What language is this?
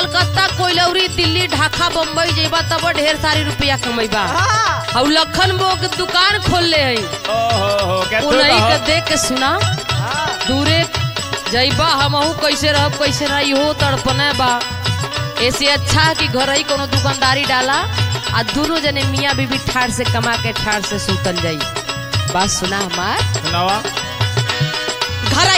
Bhojpuri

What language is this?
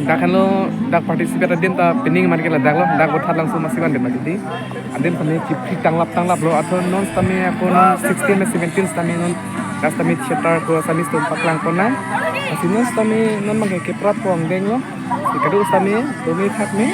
Karbi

